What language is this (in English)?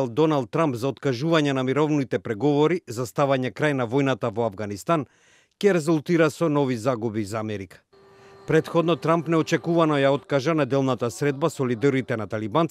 Macedonian